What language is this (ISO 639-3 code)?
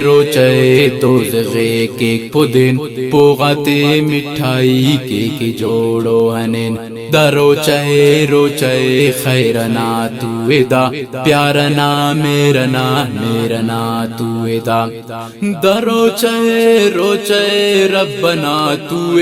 brh